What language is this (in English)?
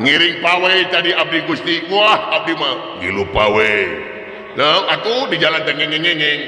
Sundanese